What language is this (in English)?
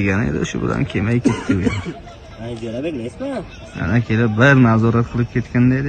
Uzbek